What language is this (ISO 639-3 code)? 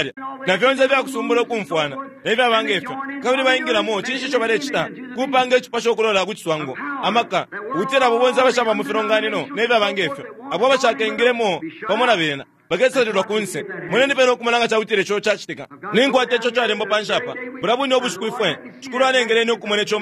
bem